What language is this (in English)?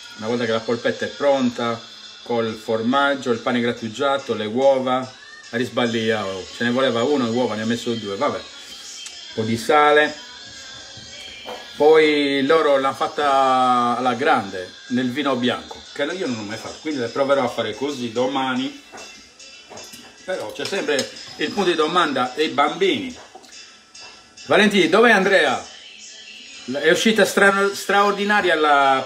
Italian